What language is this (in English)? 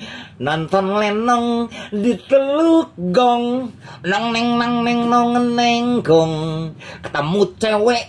Betawi